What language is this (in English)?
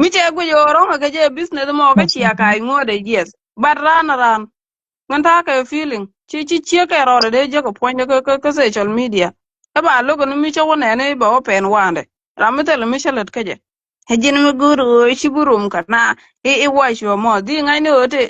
Nuer